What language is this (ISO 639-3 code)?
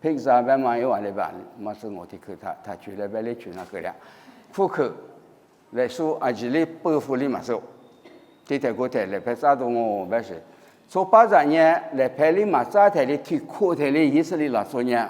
lis